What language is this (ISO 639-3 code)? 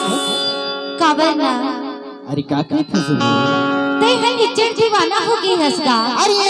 hne